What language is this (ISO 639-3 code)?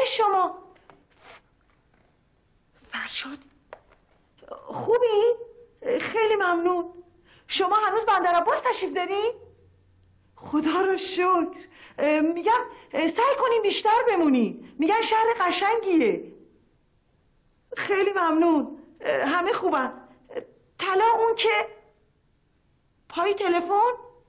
fas